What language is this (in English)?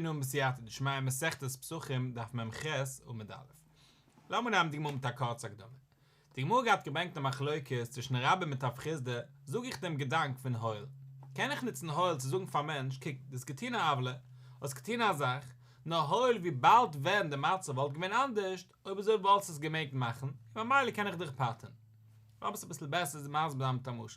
Yiddish